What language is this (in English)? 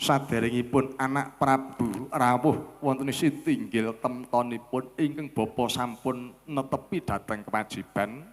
Javanese